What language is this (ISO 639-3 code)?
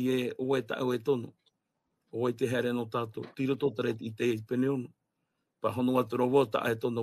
tah